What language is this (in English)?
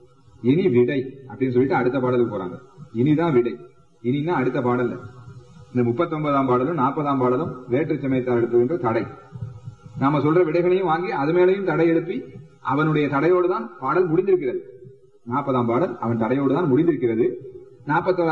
Tamil